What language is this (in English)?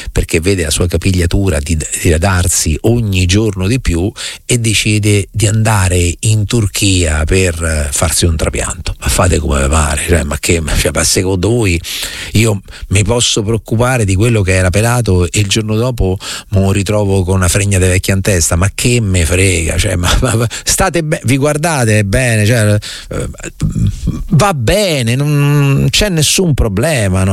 Italian